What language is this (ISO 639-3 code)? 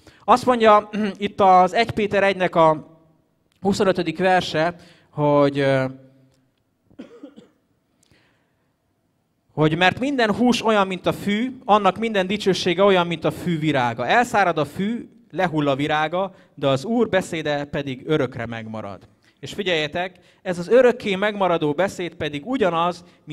hun